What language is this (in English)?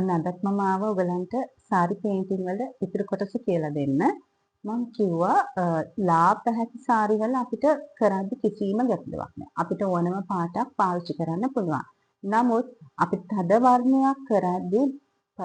Sinhala